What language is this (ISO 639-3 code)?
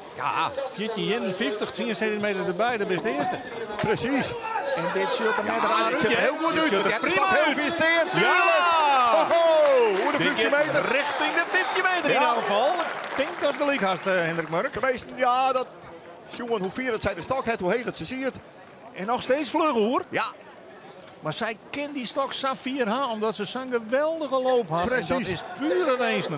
fry